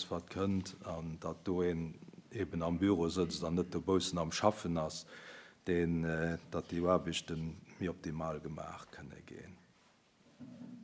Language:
Luxembourgish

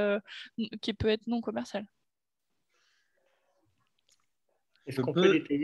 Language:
French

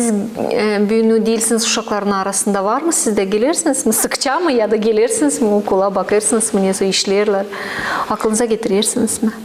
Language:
Gagauz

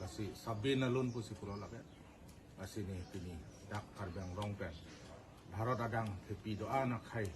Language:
Karbi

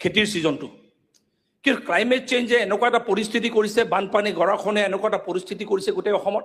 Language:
Assamese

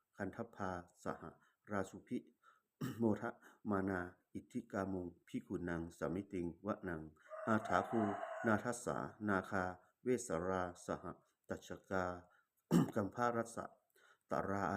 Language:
Pali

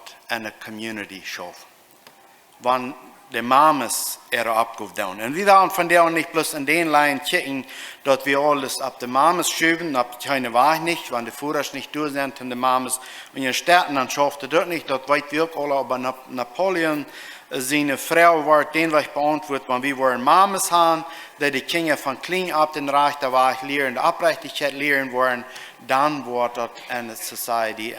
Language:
Plautdietsch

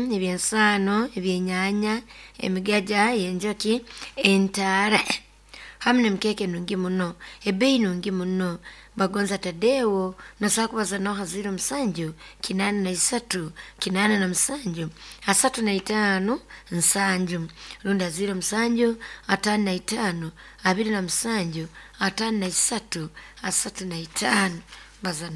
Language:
Nyoro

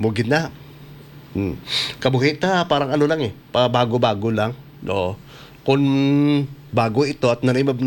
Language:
Hiligaynon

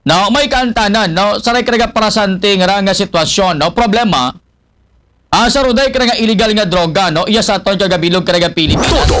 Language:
Aklanon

